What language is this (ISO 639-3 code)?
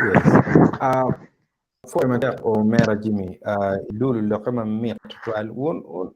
ach